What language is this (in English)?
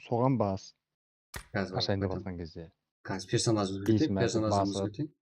Kara-Kalpak